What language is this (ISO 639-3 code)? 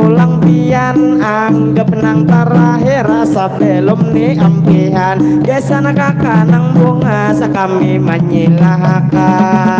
bjn